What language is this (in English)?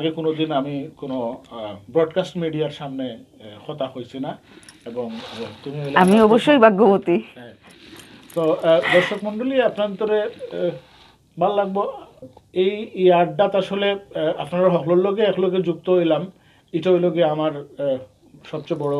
Sylheti